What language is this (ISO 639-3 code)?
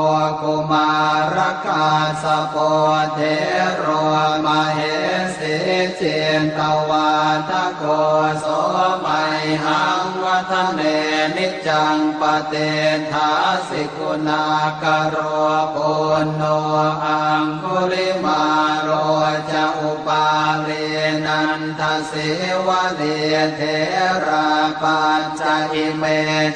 pli